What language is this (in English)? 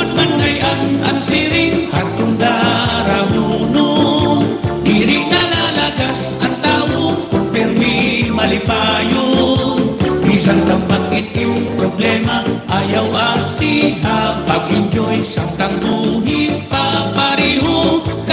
Waray